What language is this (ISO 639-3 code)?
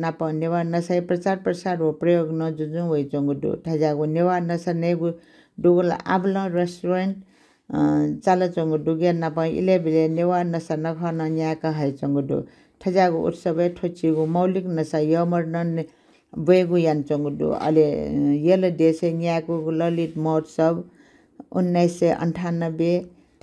new